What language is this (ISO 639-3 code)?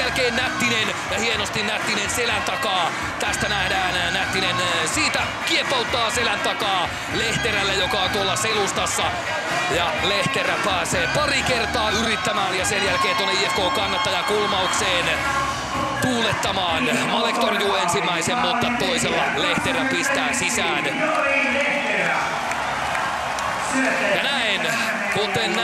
fin